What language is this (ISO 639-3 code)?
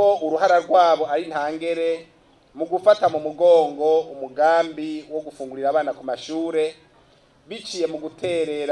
run